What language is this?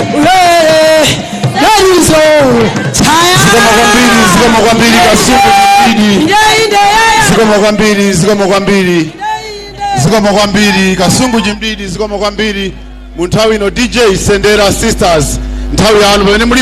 Nyanja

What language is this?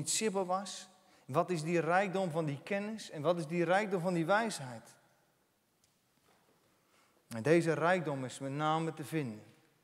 Dutch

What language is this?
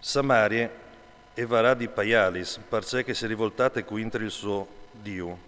Friulian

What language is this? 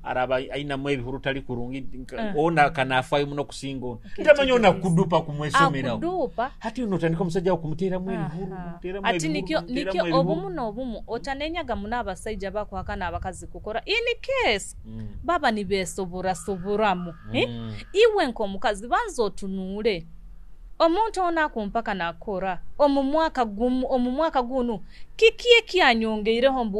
Nyoro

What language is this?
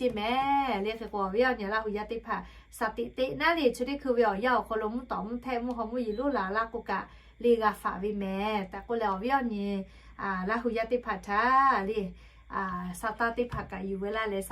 Lahu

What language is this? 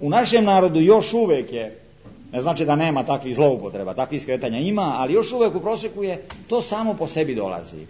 Serbian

